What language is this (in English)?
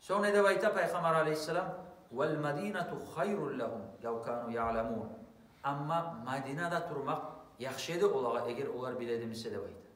Kumyk